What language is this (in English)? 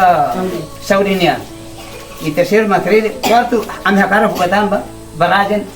Tetum